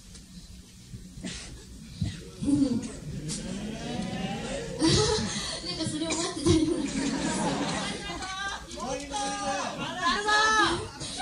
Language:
Japanese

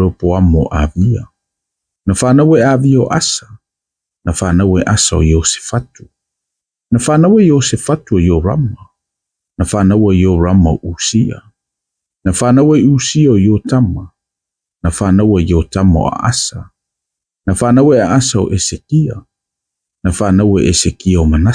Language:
Samoan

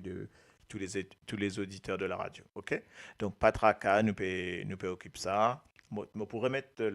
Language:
Morisyen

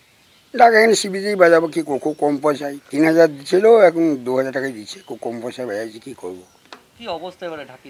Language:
Bangla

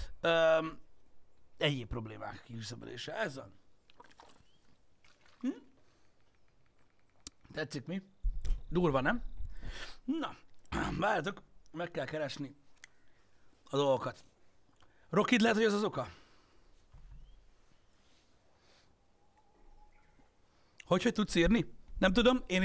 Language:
Hungarian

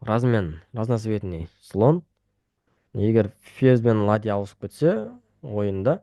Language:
Kazakh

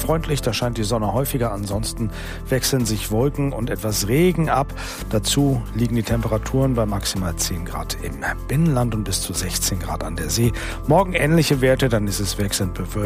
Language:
German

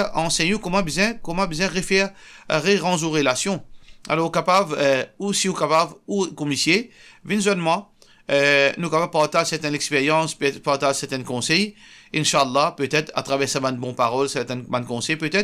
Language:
Morisyen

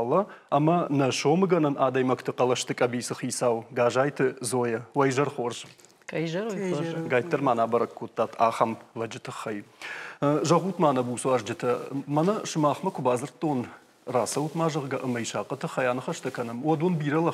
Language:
Ossetic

